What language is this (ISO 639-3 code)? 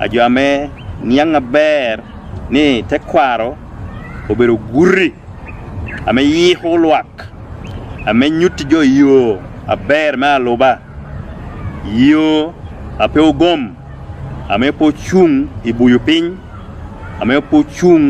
laj